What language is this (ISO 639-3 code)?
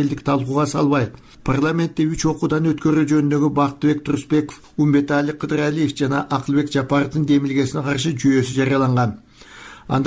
kir